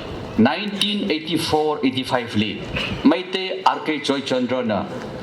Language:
Tangkhul Naga (India)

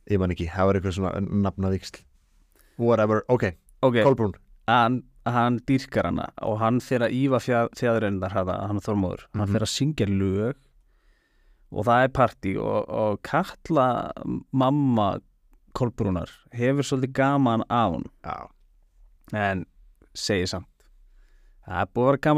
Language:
Icelandic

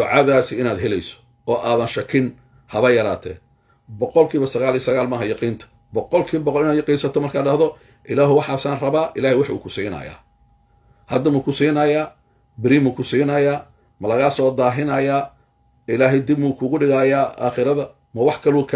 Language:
Somali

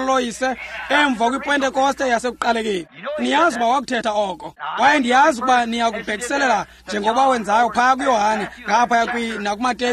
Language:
Xhosa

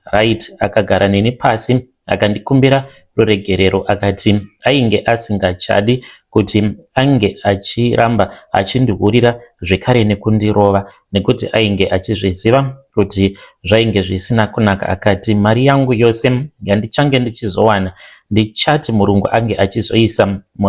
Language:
Shona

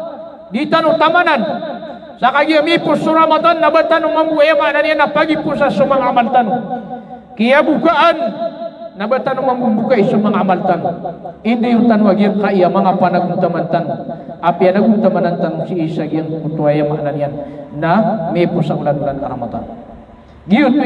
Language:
Maranao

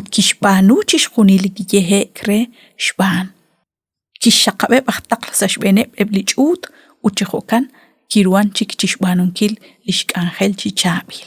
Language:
Kekchí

